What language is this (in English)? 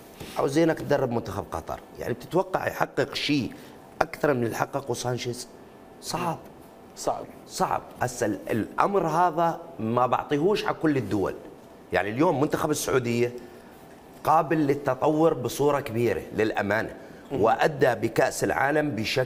Mesopotamian Arabic